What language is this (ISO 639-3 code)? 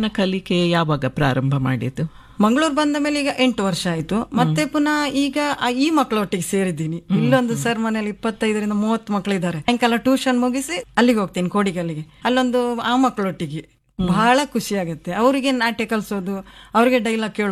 kan